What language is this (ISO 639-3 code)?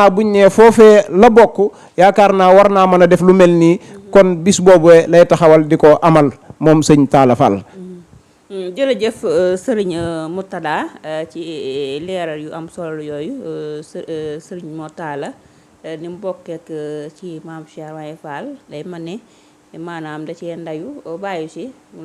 wol